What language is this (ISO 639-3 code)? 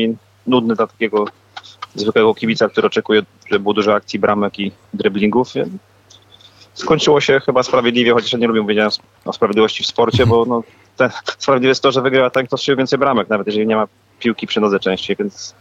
pol